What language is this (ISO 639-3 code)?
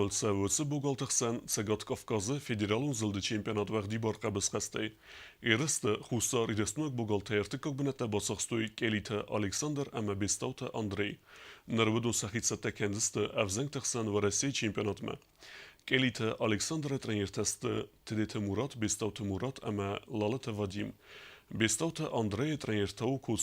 oss